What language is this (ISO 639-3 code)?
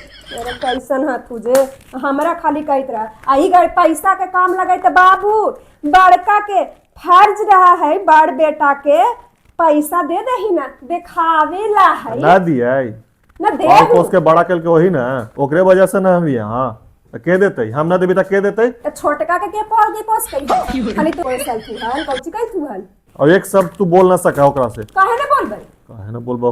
mag